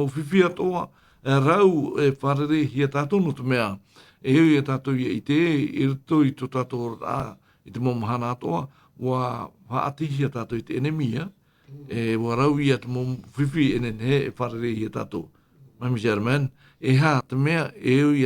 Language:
Tahitian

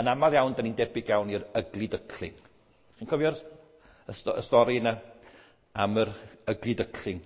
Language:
Welsh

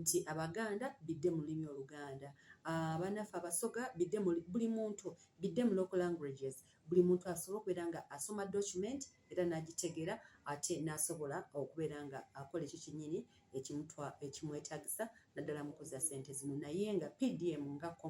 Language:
Ganda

